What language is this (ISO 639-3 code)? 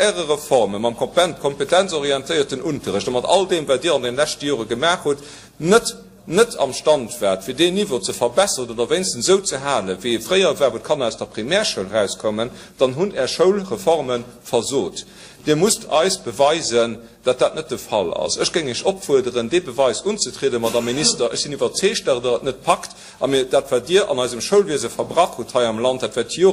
ltz